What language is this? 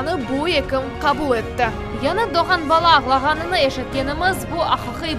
Crimean Tatar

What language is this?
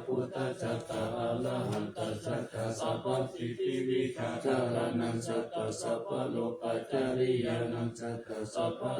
Pali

